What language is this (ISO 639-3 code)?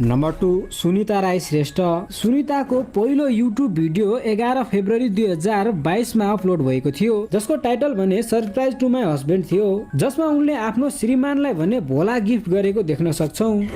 nep